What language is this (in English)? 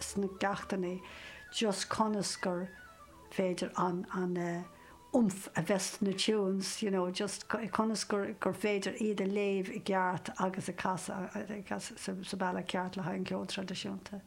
Irish